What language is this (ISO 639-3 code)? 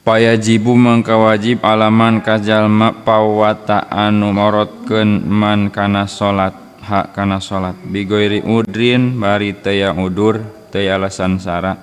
sun